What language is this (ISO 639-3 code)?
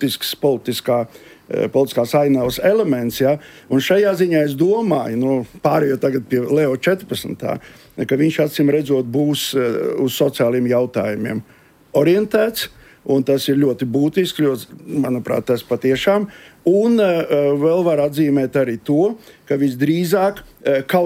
lav